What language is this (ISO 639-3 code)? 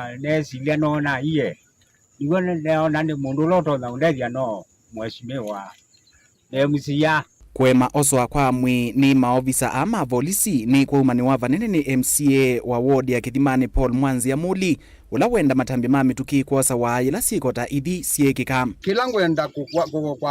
kam